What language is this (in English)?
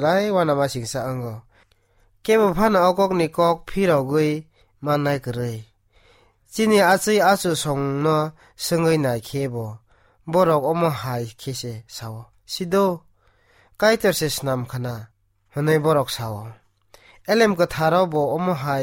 Kok Borok